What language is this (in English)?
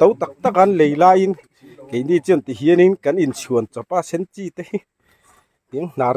Mizo